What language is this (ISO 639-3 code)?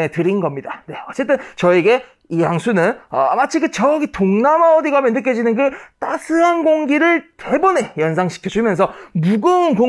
kor